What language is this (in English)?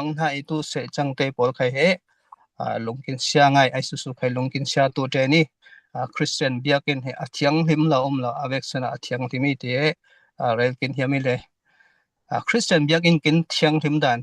Falam Chin